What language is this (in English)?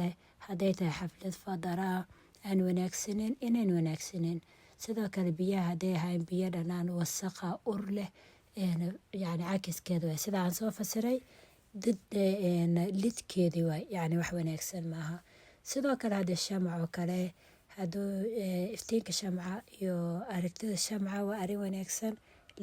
Somali